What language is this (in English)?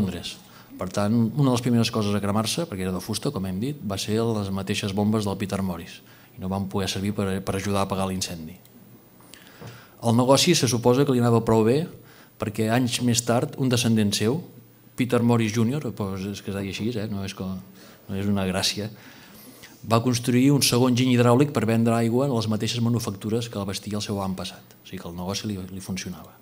Catalan